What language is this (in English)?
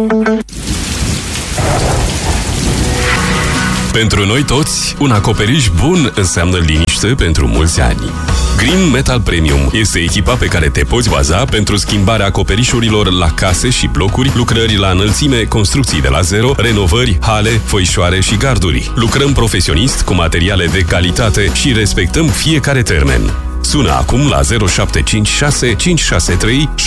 Romanian